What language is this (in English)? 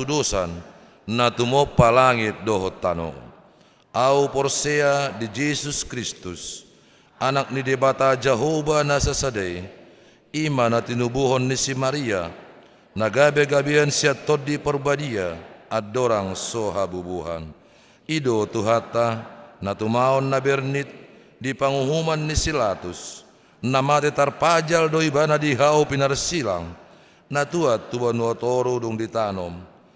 Batak Toba